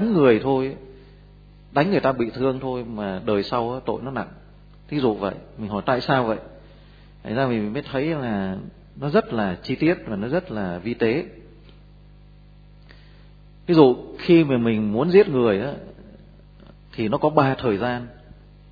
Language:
Vietnamese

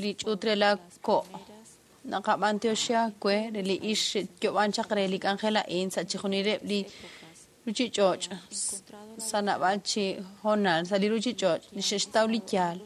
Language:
Kekchí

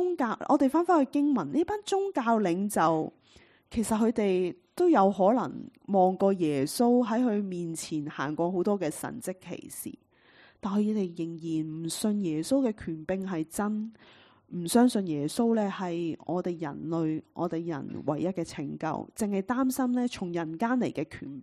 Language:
Cantonese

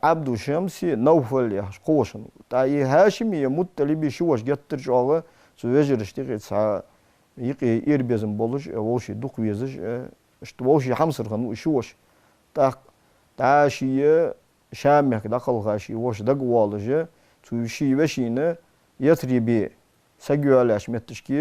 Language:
Ingush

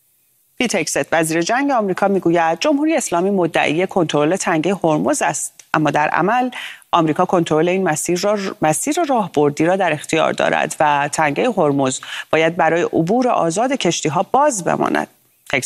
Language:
Persian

